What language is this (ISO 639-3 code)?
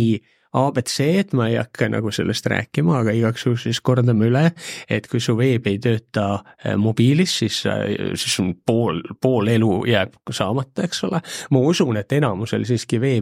est